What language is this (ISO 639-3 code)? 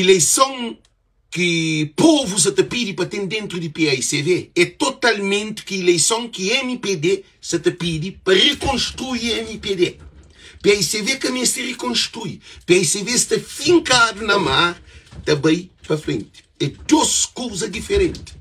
kea